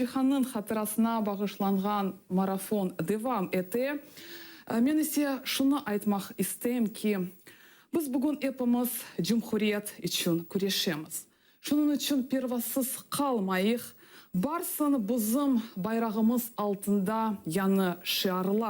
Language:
Crimean Tatar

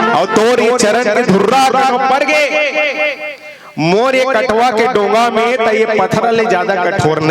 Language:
Chhattisgarhi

